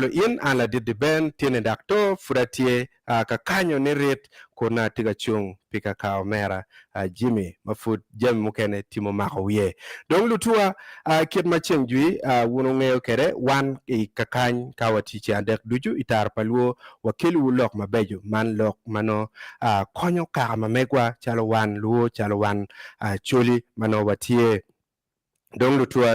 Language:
Acoli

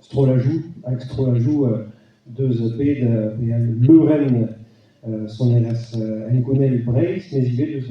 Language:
Breton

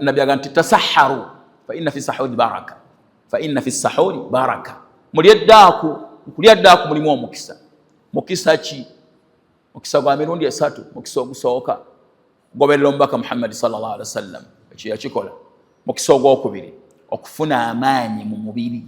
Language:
Ganda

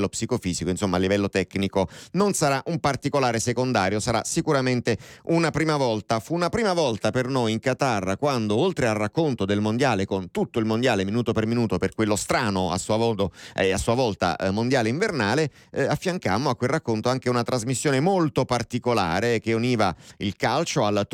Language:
Italian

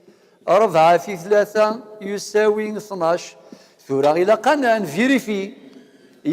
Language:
Kabyle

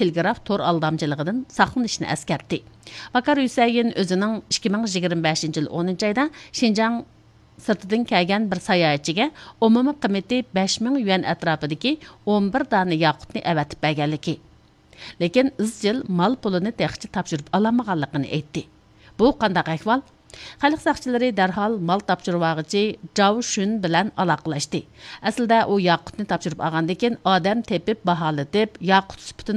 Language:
Uyghur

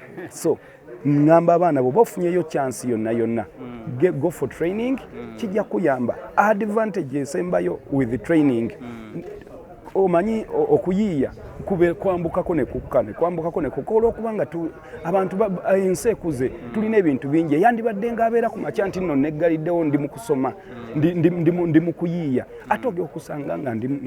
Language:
Ganda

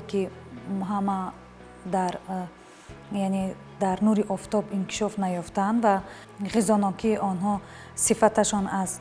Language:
Tajik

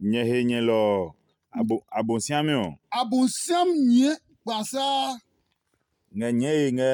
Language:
Adangme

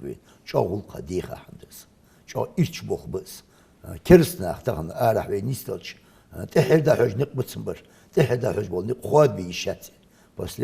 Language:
Ingush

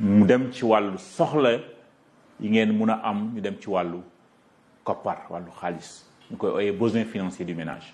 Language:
Wolof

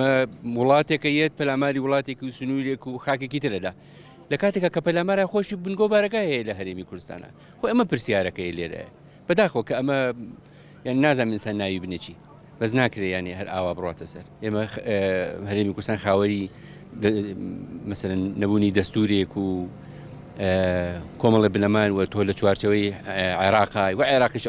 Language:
Central Kurdish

